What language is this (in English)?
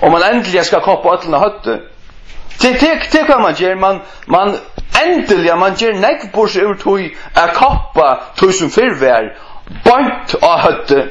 Faroese